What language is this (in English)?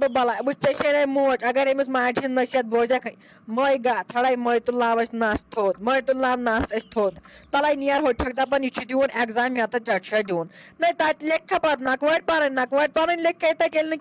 Kashmiri